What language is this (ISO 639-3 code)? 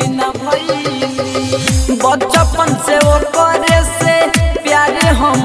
bho